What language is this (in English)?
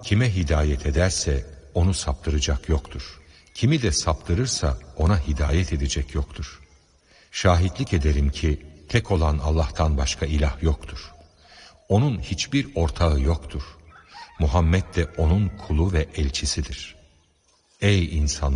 Turkish